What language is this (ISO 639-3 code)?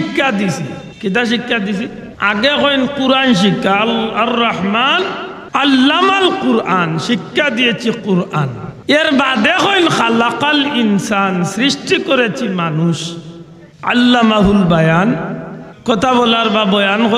syl